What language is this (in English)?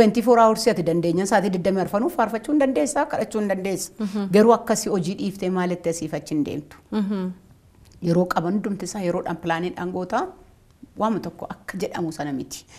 Oromo